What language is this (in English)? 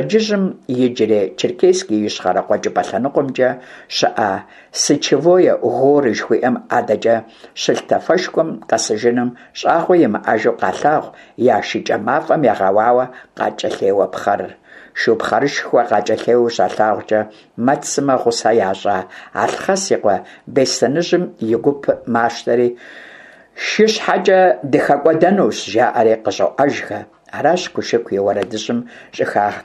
Kabardian